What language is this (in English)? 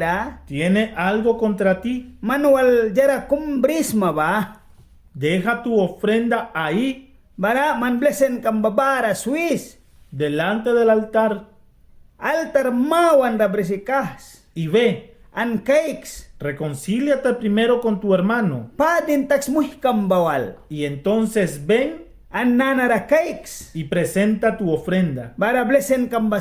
Mískito